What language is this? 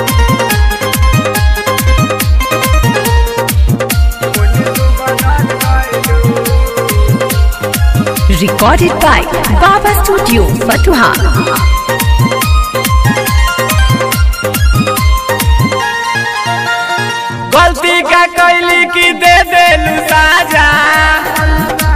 Bhojpuri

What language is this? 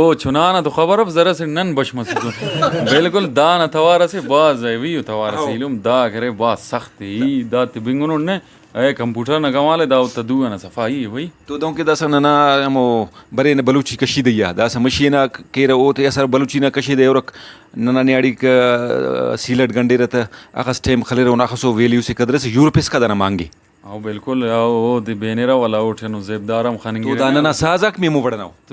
Brahui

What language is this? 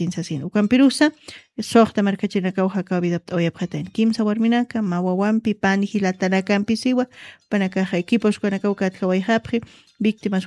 Aymara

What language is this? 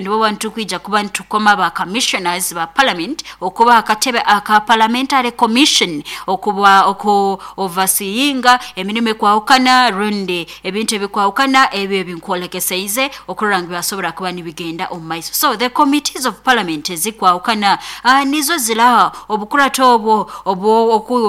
Nyoro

